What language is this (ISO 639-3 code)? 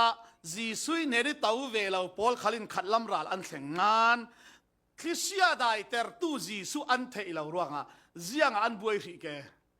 cfm